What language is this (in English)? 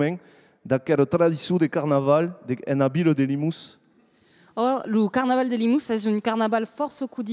Occitan